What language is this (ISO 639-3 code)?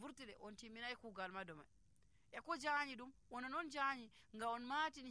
fuv